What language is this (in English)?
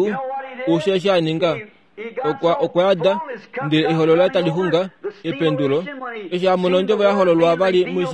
Kuanyama